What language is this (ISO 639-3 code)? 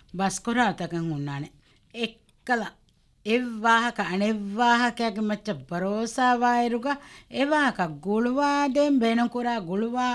div